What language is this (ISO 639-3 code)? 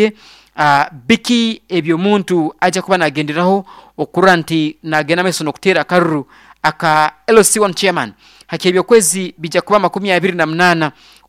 nyo